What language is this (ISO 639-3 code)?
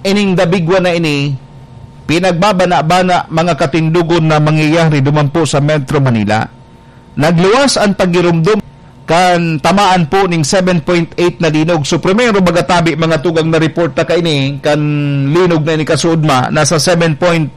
bik